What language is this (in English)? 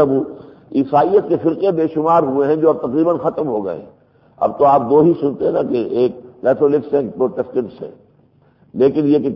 Urdu